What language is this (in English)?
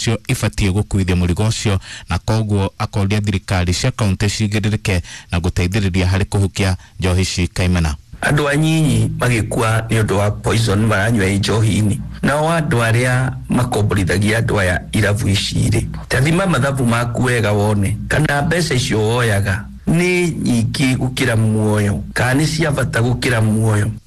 Kikuyu